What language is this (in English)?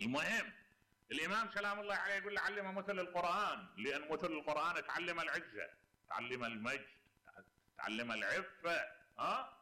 Mesopotamian Arabic